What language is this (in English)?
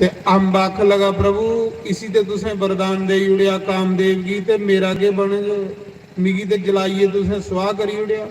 Dogri